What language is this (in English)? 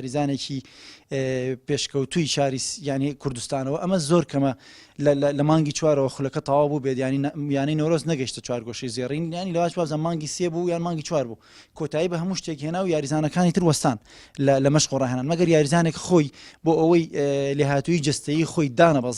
Central Kurdish